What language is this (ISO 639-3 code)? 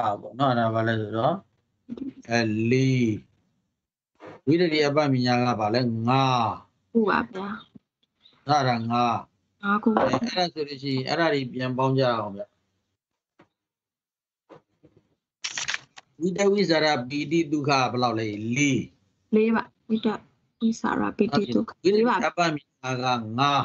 mya